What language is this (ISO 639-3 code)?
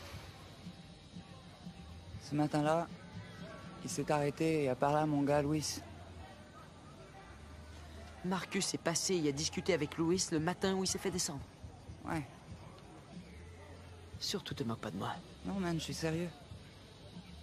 fra